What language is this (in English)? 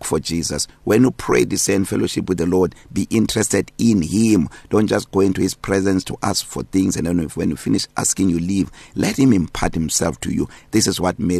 English